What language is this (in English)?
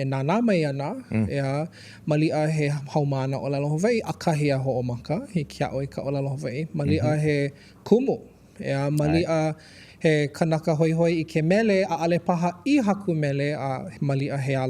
Hawaiian